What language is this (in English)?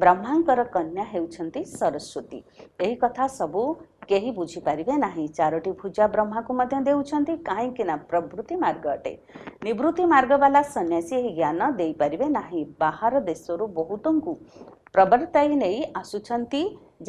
Odia